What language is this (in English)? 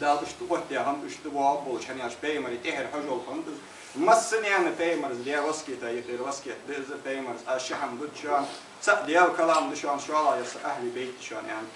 Ingush